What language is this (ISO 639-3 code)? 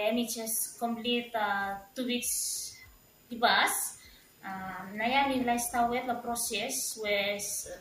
bis